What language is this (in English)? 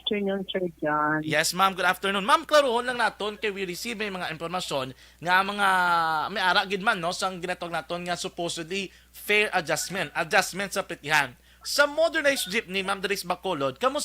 Hiligaynon